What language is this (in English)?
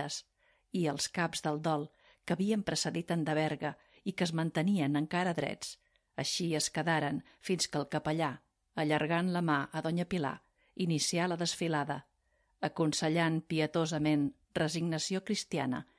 Catalan